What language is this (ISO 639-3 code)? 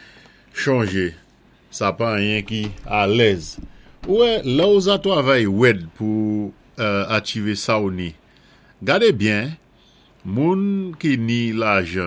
acf